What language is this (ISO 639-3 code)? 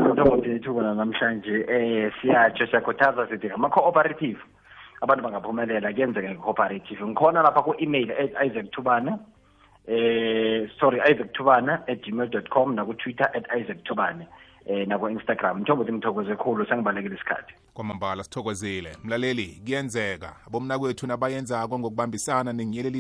nbl